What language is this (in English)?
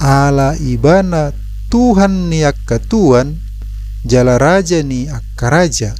Batak Toba